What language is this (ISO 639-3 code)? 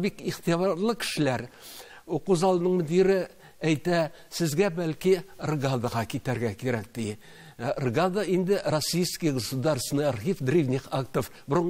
tat